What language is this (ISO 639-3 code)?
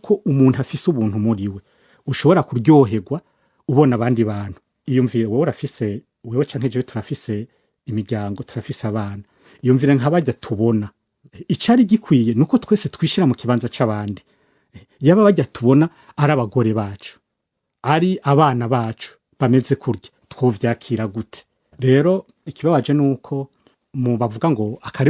run